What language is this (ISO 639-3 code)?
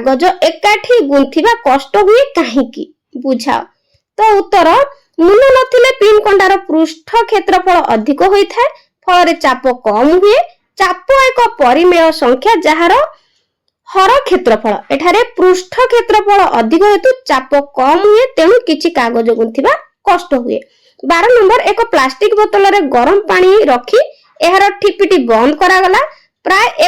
ori